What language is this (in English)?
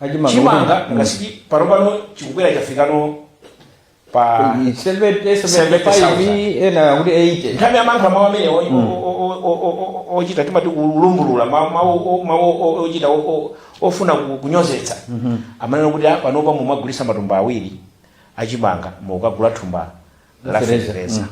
Nyanja